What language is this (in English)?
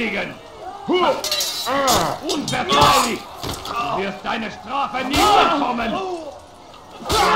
Russian